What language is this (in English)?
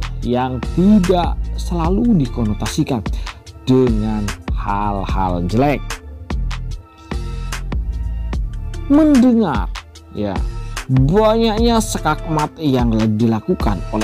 Indonesian